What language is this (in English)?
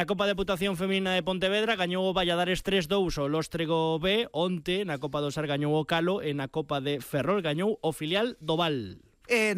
Galician